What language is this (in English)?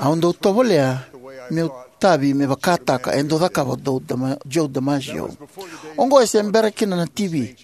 Fijian